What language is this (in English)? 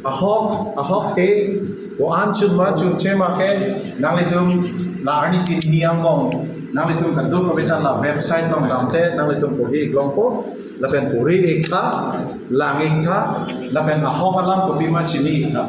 Karbi